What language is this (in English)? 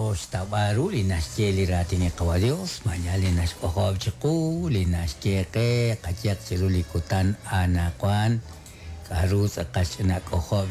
Kekchí